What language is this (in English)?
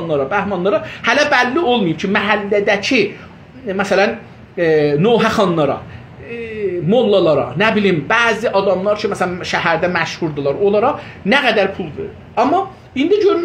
South Azerbaijani